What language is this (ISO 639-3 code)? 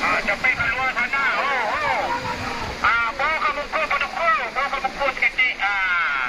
min